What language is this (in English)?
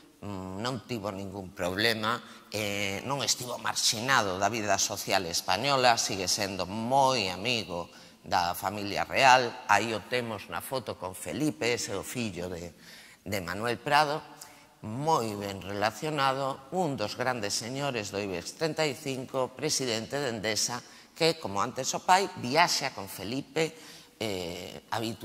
Galician